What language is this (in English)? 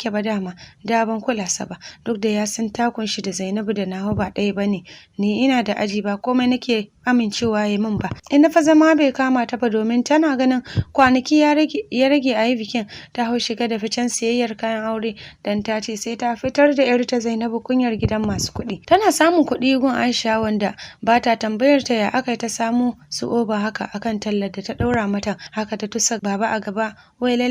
Hausa